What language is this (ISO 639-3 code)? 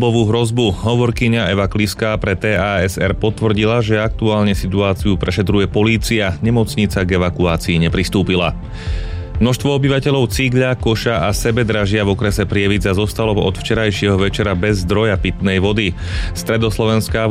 slk